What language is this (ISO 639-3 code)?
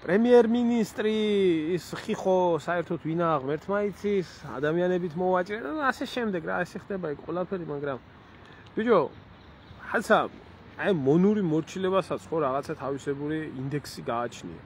kat